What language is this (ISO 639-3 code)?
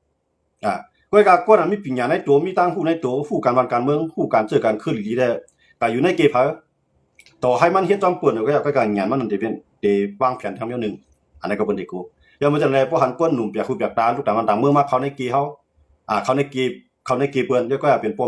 shn